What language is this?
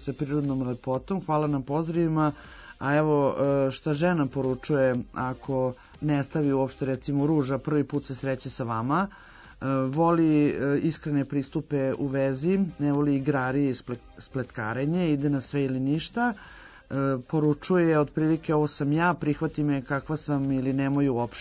Serbian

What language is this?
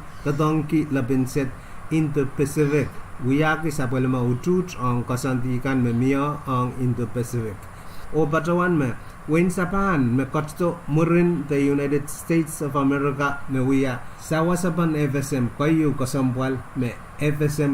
Pohnpeian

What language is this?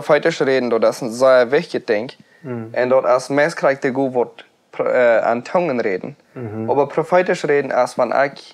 Plautdietsch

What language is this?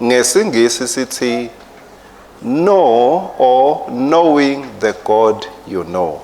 Swati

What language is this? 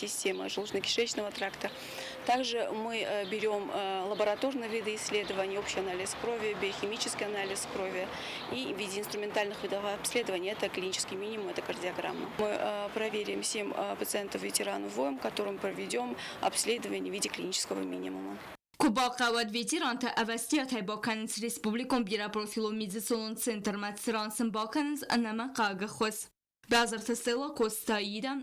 Ossetic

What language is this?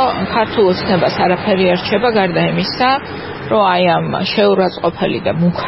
Georgian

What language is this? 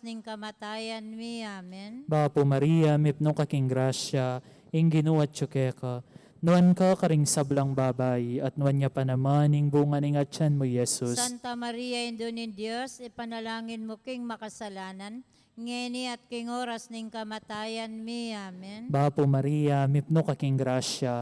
Pampanga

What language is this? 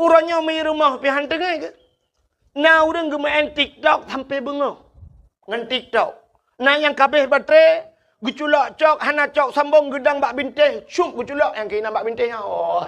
Achinese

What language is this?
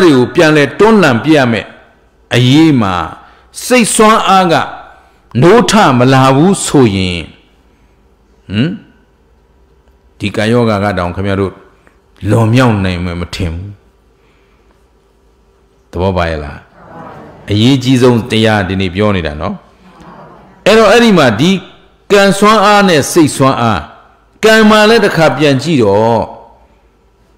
Burmese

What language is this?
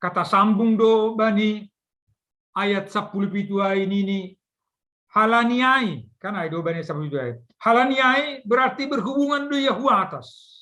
Batak Simalungun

